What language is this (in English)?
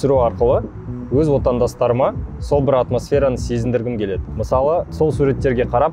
Kazakh